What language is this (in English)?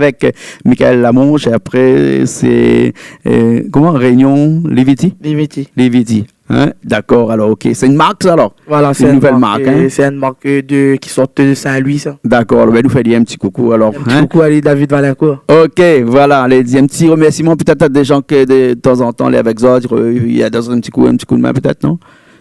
Réunion Creole French